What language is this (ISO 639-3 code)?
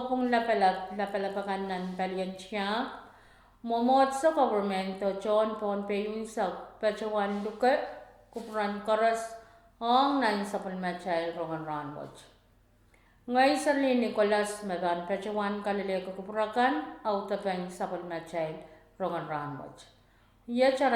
pon